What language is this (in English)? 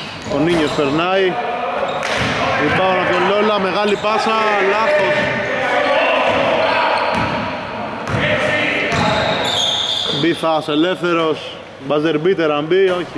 Greek